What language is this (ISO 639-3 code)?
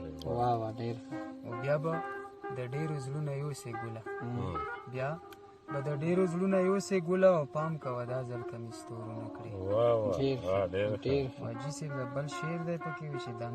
pus